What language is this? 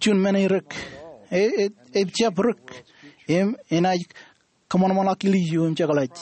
Marshallese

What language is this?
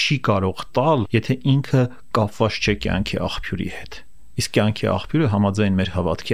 Armenian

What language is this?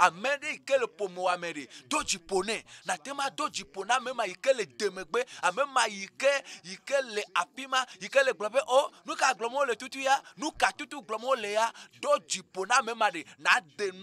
Ewe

